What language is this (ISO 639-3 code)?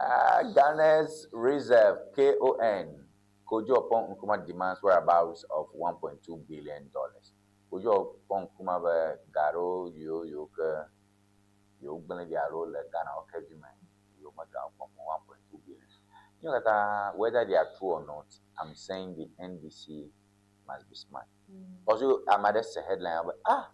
ewe